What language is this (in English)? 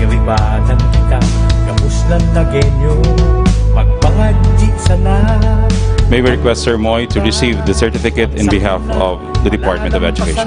Bikol